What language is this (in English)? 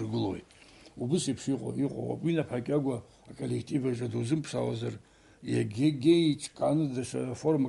Abkhazian